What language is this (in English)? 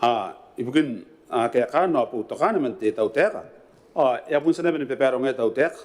Gilbertese